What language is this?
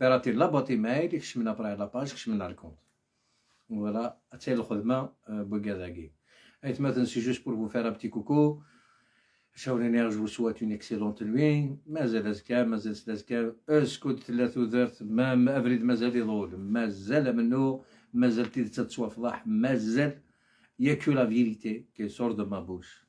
Algerian Arabic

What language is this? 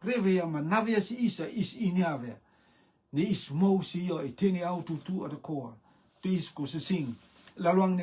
Rotuman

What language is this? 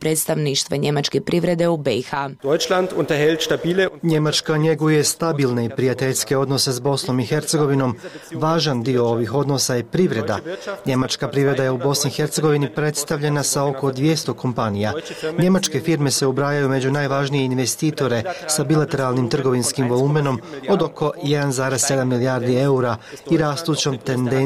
Bosnian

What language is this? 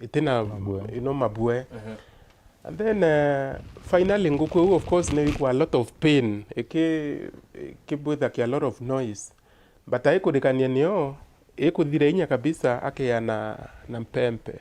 Meru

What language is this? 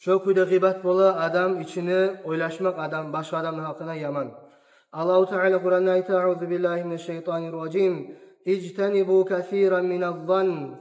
Kumyk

